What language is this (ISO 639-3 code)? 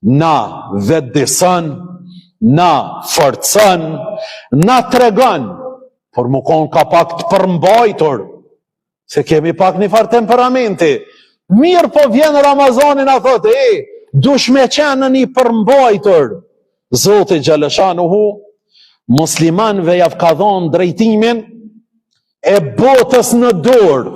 sqi